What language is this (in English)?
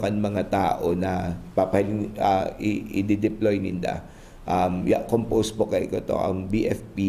Bikol